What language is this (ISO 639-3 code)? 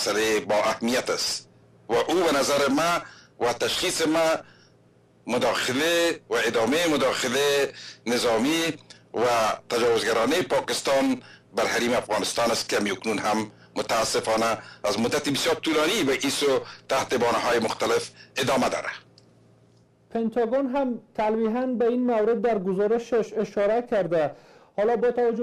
fas